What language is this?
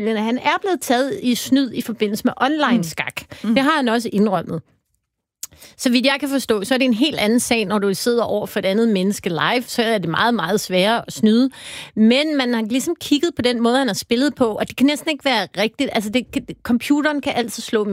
Danish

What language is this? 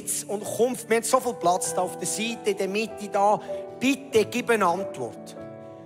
Swiss German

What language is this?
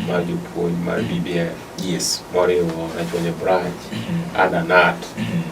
Luo (Kenya and Tanzania)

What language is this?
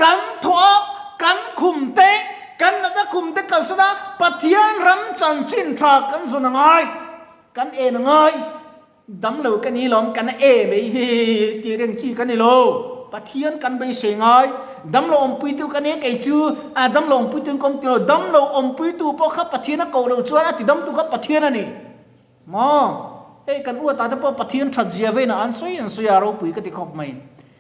Mizo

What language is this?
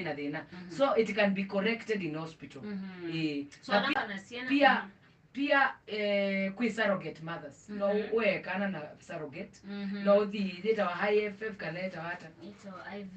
Kamba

